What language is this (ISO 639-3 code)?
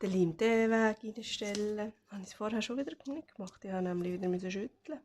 gsw